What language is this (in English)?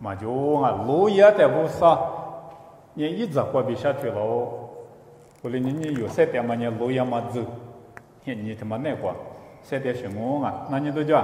Lisu